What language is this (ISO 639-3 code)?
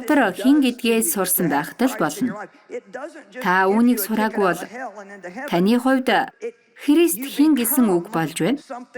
mon